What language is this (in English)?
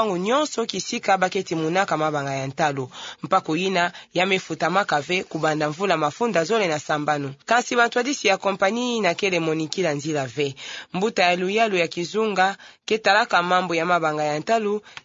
Kituba (Democratic Republic of Congo)